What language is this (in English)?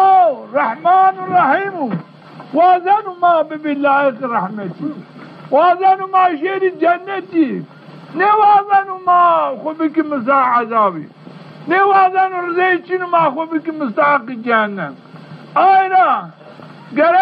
Zaza